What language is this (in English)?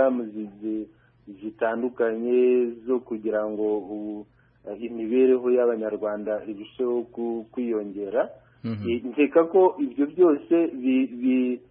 Kinyarwanda